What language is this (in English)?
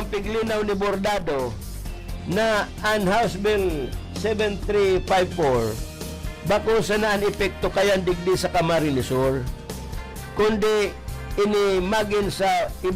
Bikol